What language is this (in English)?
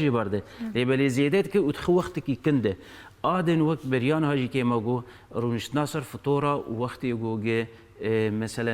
Kurdish